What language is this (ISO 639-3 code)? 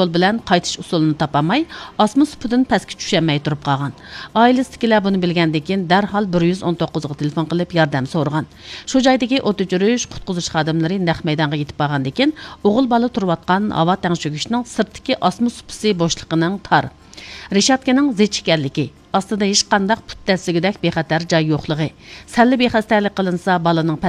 uig